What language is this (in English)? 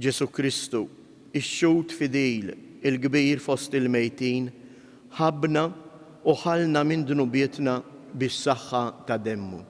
Maltese